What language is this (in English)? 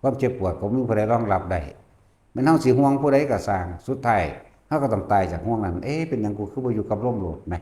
Lao